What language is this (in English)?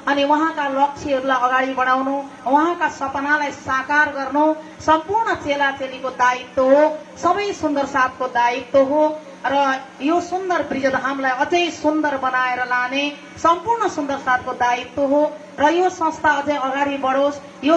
Nepali